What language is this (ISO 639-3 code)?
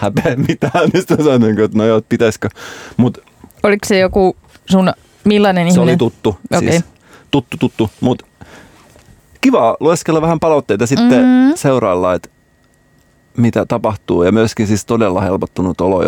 fin